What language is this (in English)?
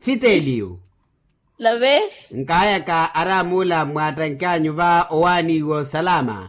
Makhuwa